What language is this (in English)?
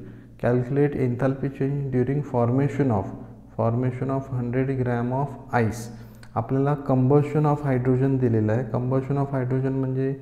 Marathi